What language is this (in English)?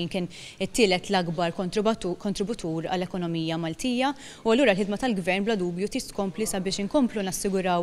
Maltese